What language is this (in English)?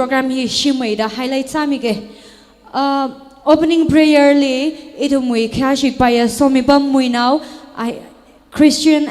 Tangkhul Naga (India)